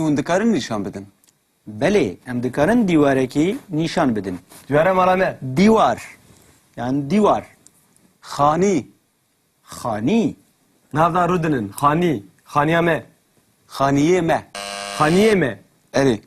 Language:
Kurdish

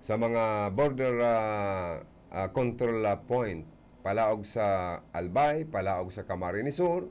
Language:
Bikol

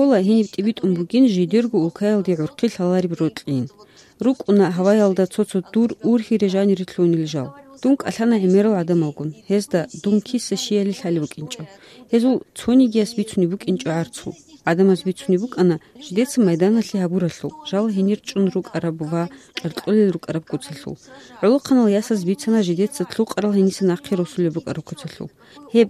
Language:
Avaric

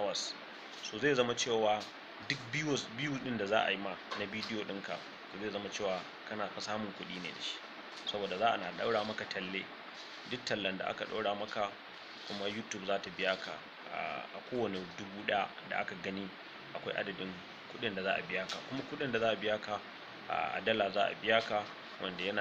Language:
Hausa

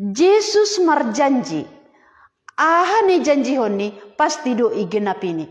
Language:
Batak Simalungun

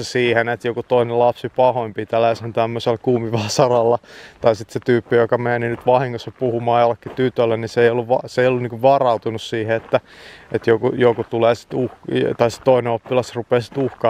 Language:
Finnish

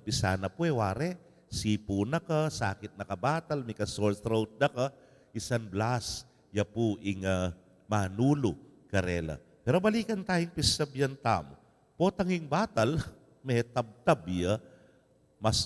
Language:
Pampanga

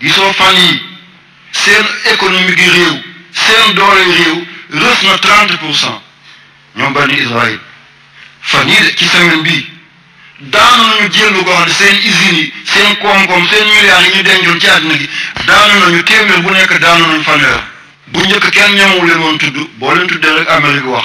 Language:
Wolof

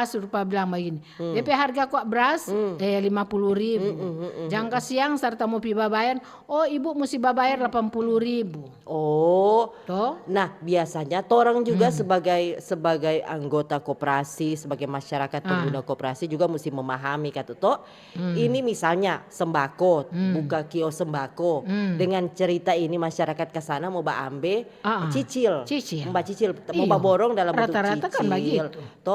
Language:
Manado Malay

